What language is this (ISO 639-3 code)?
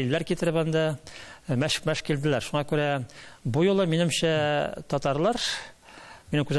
tat